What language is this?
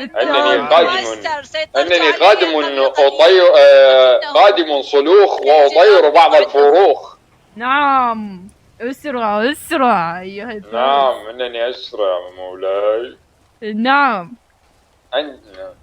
Mesopotamian Arabic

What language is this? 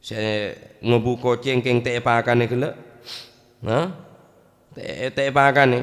Madurese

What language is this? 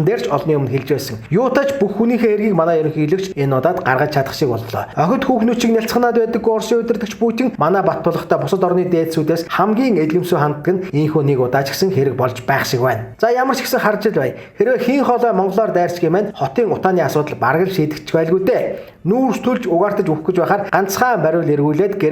Mongolian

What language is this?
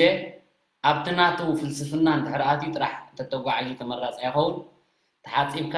Tigrinya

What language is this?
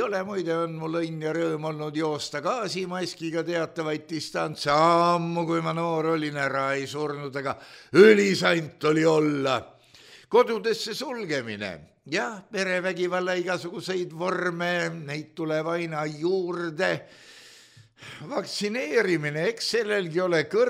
Estonian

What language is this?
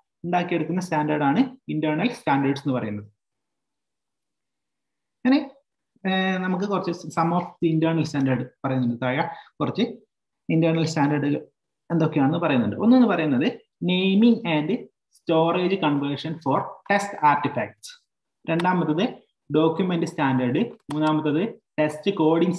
Malayalam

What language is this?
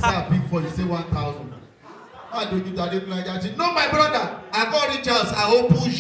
Nigerian Pidgin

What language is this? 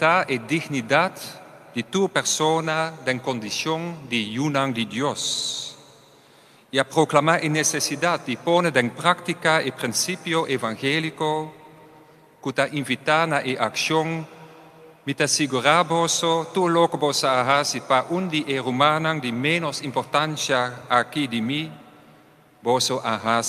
Papiamento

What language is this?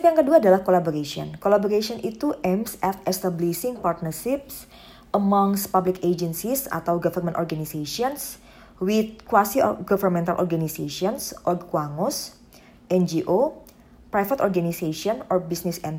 Indonesian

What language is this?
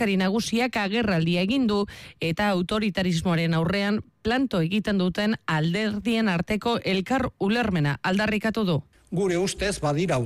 Basque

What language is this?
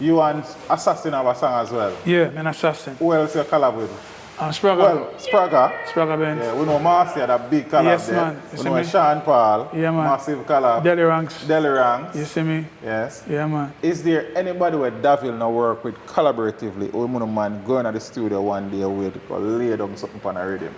Jamaican Creole English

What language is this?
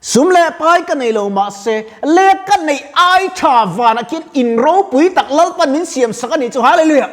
Mizo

